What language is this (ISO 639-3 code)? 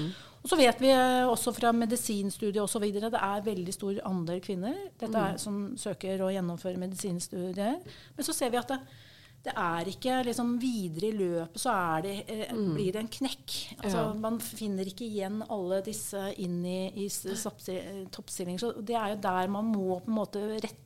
nor